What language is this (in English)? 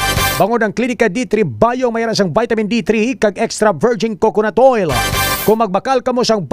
Hiligaynon